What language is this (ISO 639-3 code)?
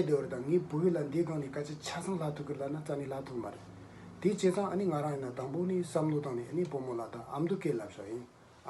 bod